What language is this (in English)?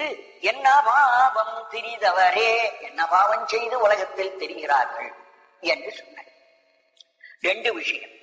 Tamil